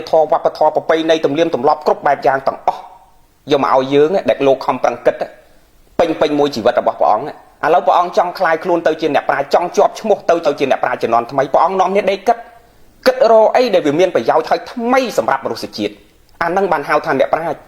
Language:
Khmer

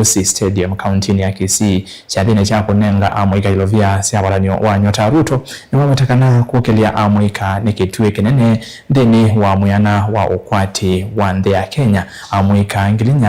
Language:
Kamba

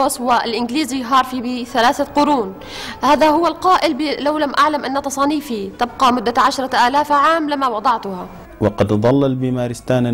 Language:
Arabic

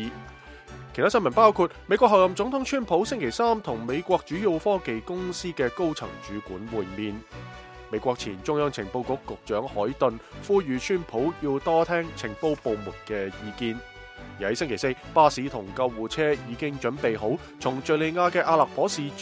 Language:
Cantonese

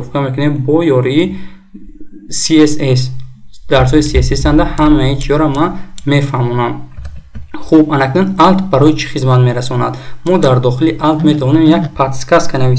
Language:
Tajik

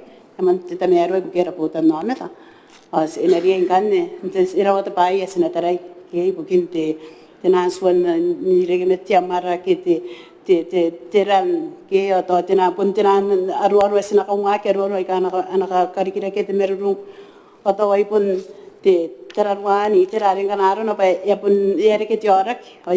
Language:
Gilbertese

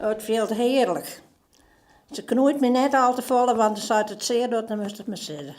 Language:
Western Frisian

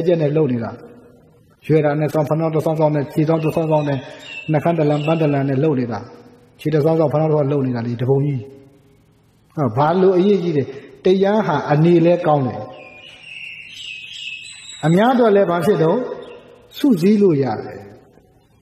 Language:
Burmese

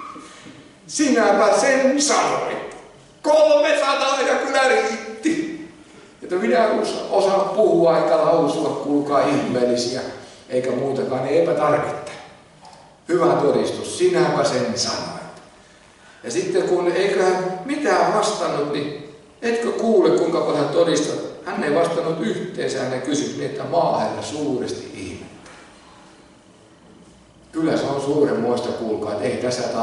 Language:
Finnish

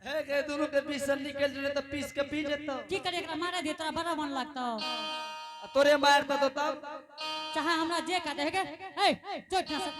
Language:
Angika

